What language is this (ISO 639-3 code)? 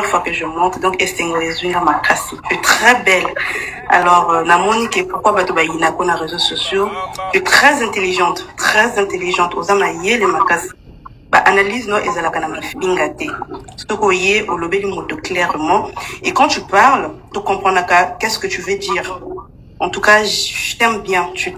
lin